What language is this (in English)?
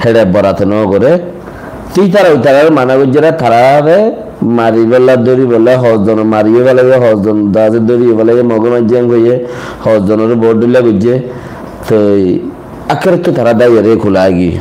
Rohingya